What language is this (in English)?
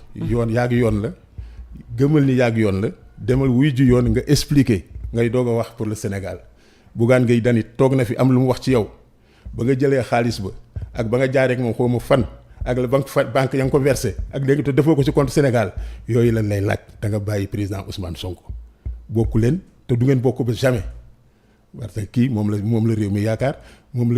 Wolof